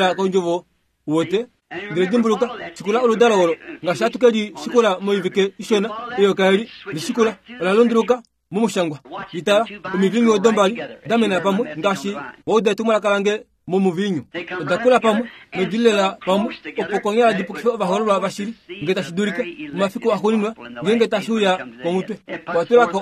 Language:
Kuanyama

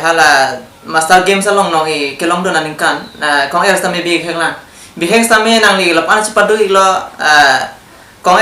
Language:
Karbi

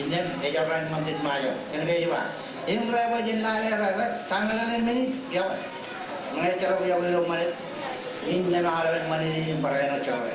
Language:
Marshallese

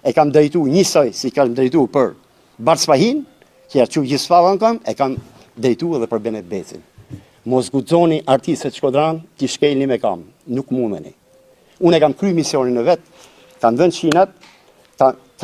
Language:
Albanian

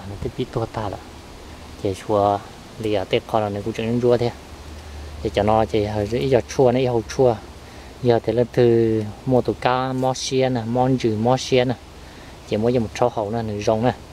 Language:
Hmong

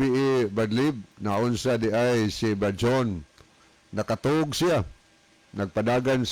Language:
Cebuano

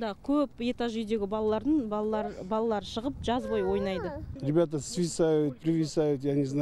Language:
Kazakh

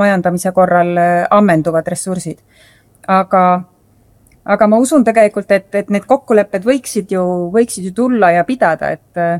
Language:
Estonian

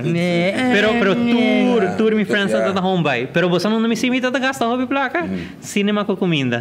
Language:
Papiamento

